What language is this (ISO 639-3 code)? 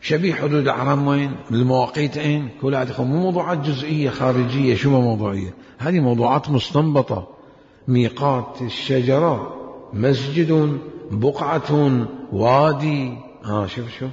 acm